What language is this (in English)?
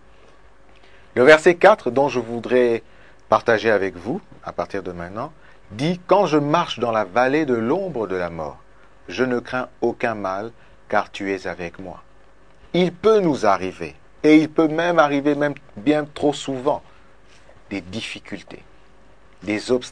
French